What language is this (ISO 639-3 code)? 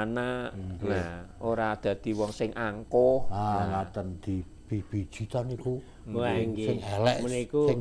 jav